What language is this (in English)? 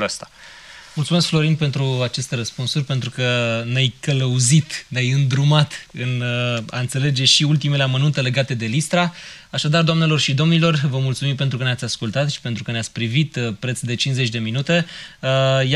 Romanian